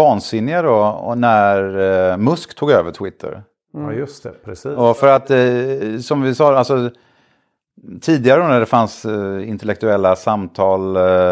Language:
Swedish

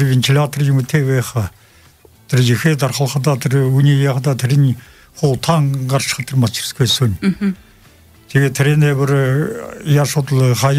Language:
Buriat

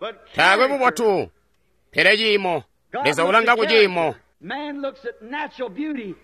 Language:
Tonga (Zambia)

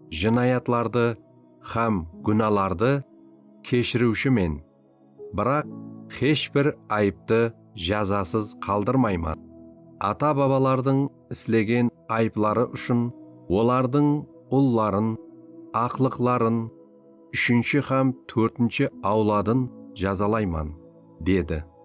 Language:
Kara-Kalpak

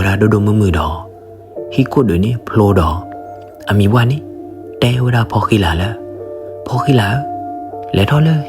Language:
S'gaw Karen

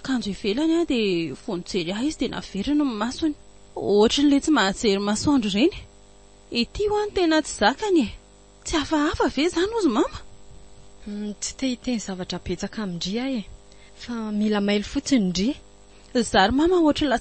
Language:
Malagasy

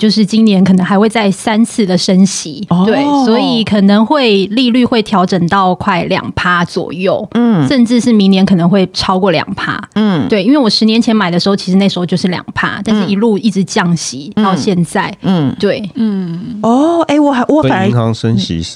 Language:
Chinese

